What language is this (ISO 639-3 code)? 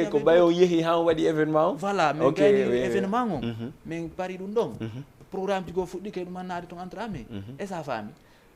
ful